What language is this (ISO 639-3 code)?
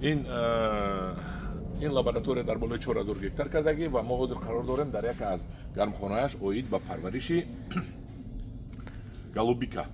tgk